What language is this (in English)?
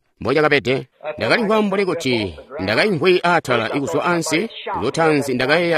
Tonga (Zambia)